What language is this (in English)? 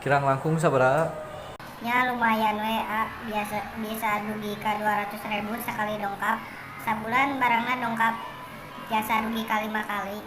Sundanese